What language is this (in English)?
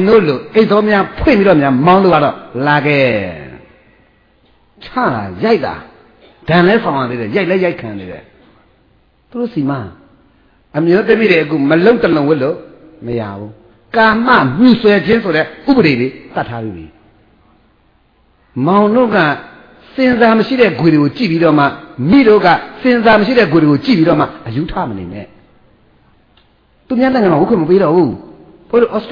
Burmese